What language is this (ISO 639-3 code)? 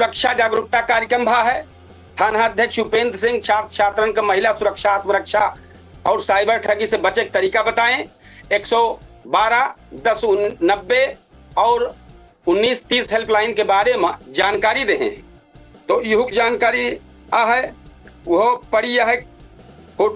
awa